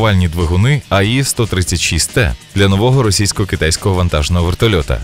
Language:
Ukrainian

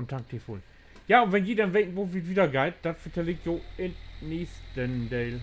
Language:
Low German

